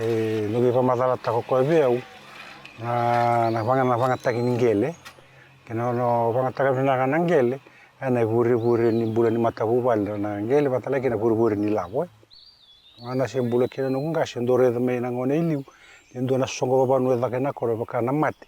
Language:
Fijian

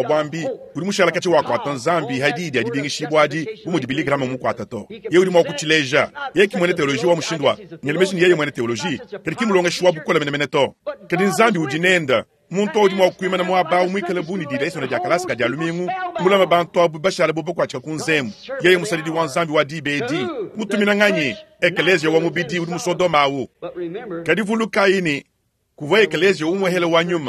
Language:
Luba-Lulua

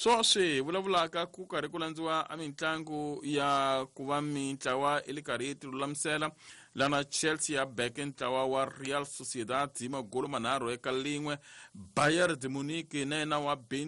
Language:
Tsonga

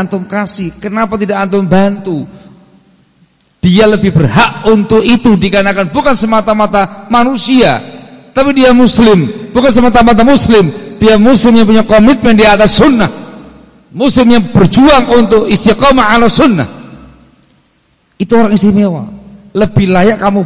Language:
Indonesian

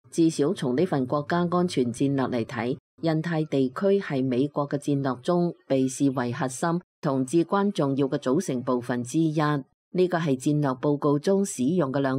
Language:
Cantonese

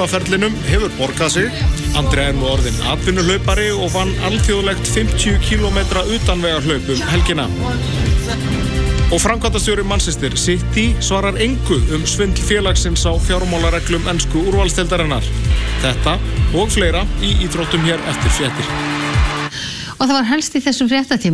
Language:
Icelandic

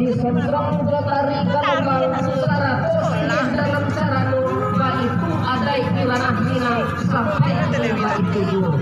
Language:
Minangkabau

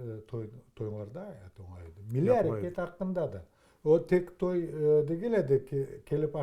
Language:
Crimean Tatar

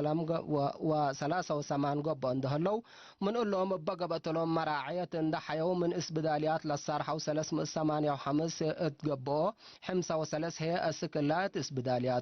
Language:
Tigre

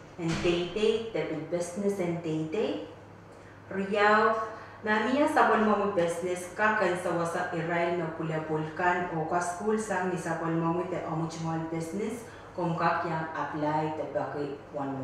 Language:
Pohnpeian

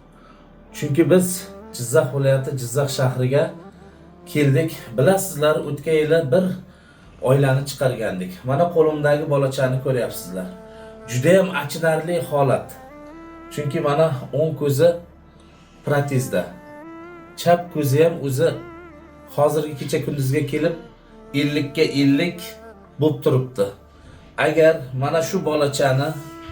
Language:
Uzbek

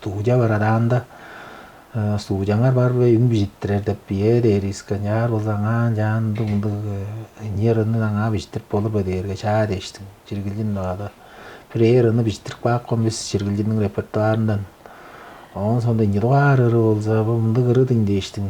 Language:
Tuvinian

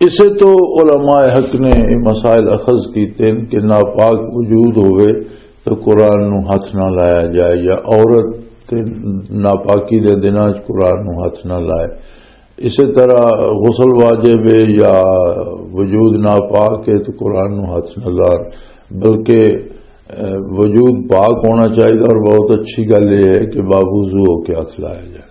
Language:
Western Panjabi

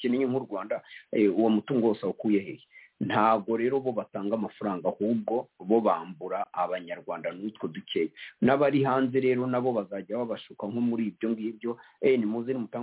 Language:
Kinyarwanda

